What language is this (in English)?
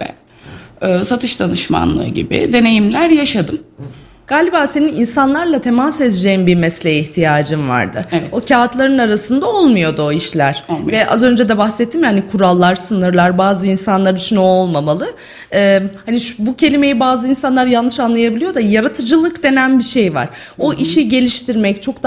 Turkish